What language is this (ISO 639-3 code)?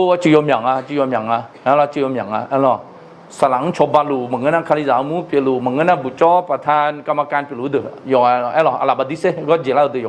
ahk